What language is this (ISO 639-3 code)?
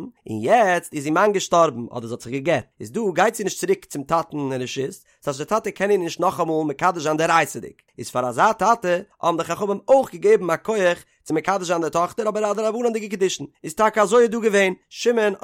yid